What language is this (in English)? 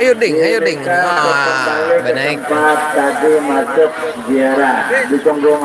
Banjar